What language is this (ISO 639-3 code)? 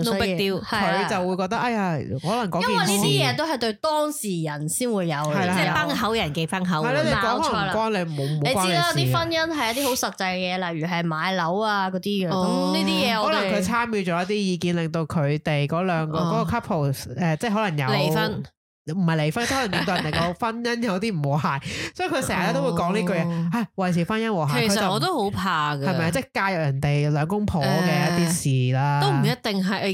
yue